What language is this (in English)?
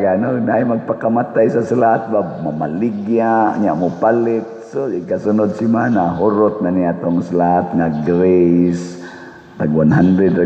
Cebuano